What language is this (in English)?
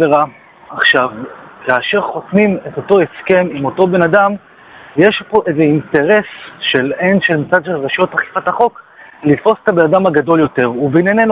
Hebrew